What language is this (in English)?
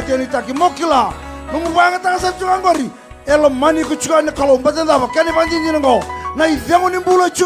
Fijian